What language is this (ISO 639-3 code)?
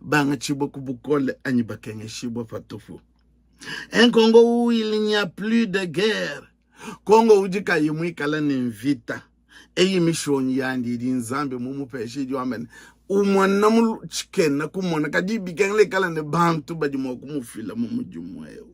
lua